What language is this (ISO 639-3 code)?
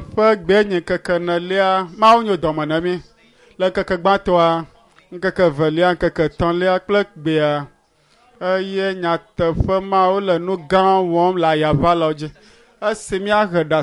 ewe